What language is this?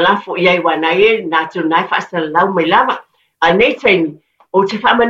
Samoan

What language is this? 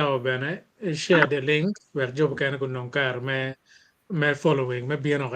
Acoli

